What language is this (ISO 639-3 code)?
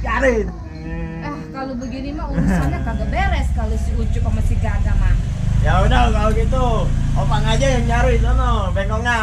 bew